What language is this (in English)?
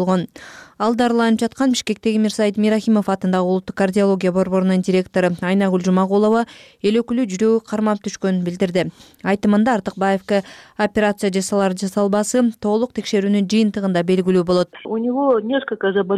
Kyrgyz